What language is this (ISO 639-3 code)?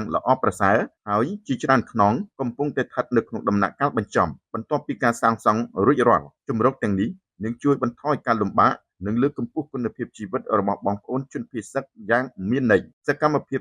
khm